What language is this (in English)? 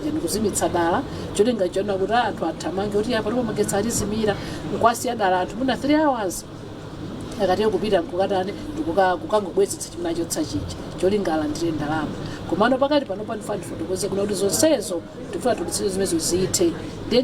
Nyanja